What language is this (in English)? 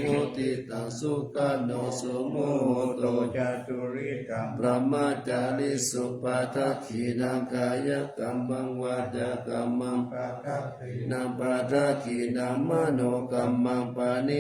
Pali